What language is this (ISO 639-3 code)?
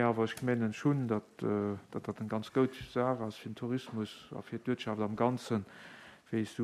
ltz